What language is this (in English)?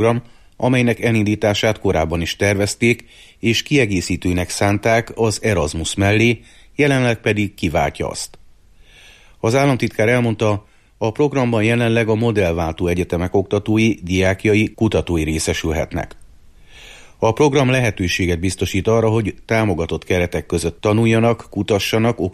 Hungarian